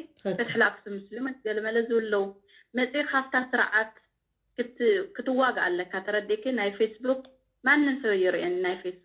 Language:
Tigrinya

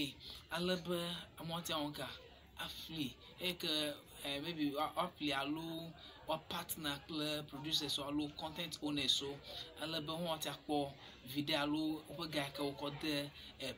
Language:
Ewe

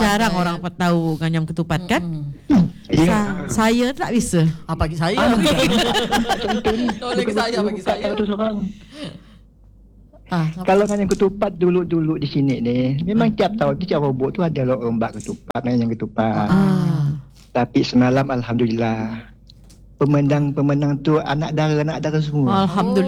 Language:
Malay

